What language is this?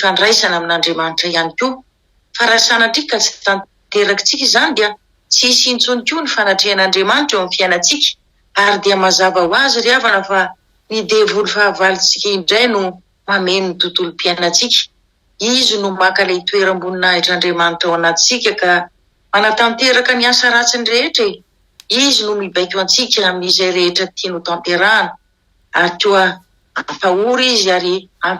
Malagasy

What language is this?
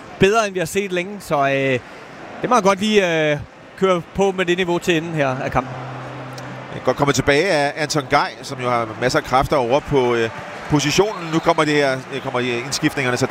Danish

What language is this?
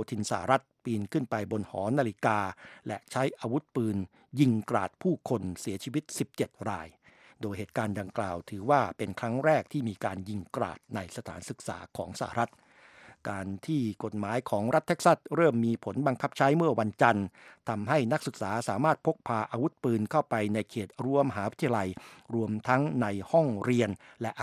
Thai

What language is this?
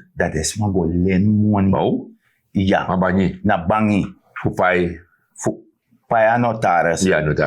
Sranan Tongo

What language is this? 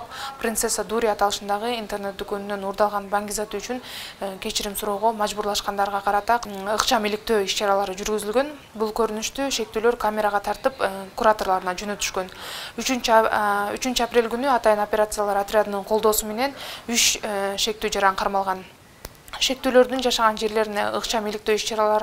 Kyrgyz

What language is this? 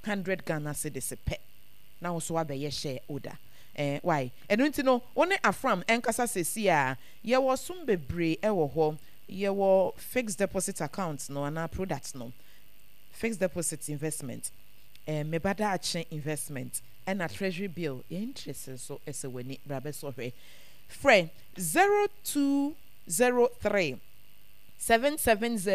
Akan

